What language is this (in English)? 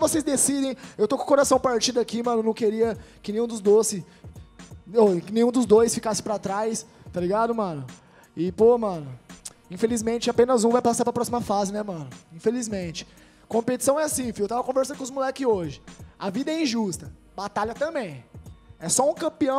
Portuguese